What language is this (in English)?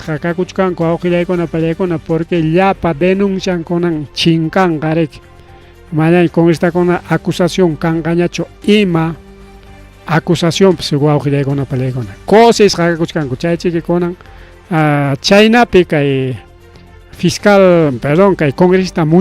Ayacucho Quechua